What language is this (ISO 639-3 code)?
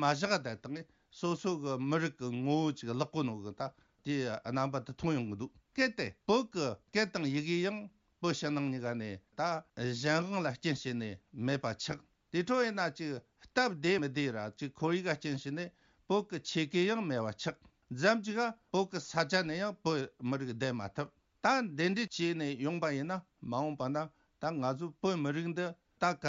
bod